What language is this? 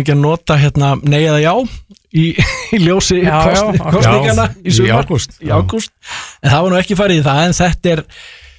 Icelandic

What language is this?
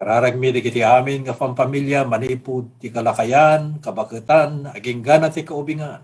Iloko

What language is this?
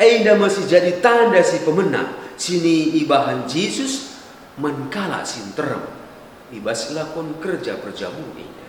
Batak Karo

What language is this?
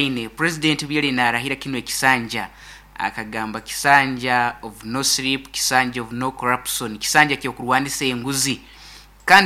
Nyankole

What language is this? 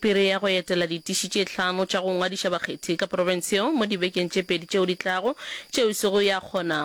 Northern Sotho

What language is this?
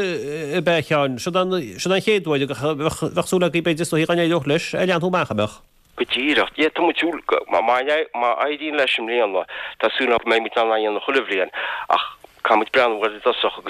Irish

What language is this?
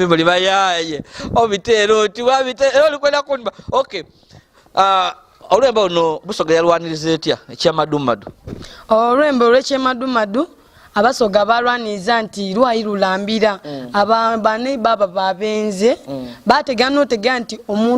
Soga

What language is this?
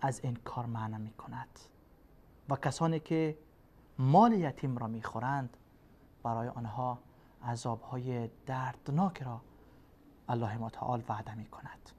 Persian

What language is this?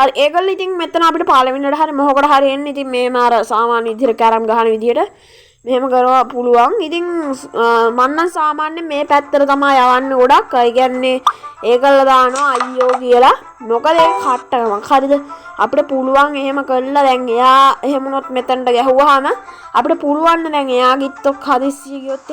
Sinhala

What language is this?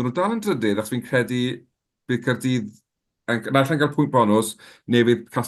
Welsh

